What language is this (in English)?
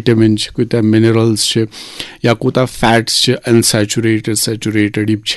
Kashmiri